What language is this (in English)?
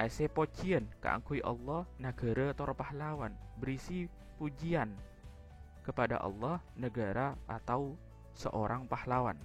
Madurese